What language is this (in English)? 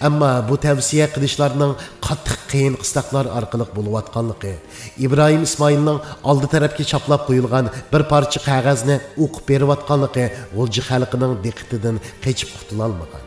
Uyghur